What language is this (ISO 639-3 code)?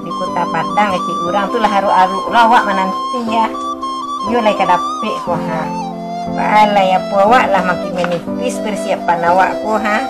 min